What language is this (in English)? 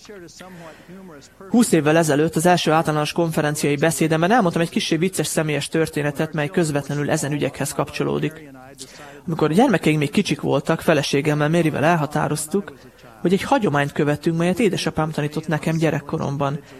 Hungarian